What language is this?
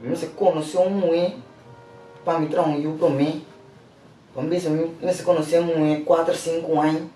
Papiamento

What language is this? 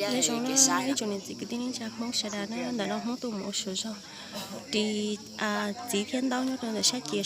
Hmong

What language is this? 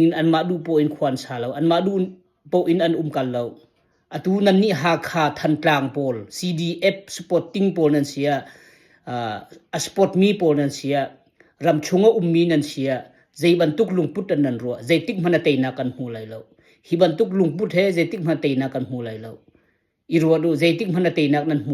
Hakha Chin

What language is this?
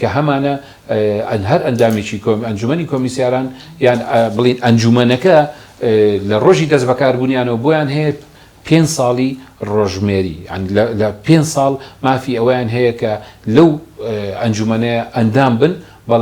Central Kurdish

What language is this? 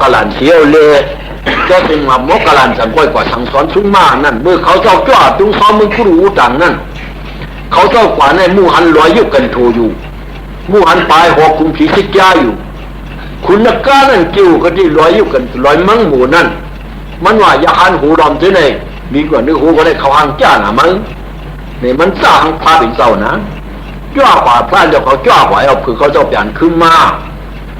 Shan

